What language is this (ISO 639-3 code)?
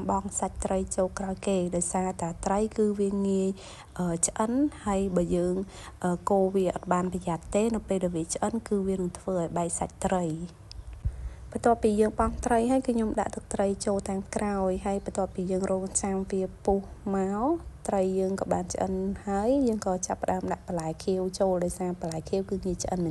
khm